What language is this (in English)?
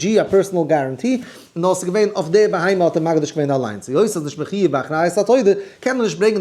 Yiddish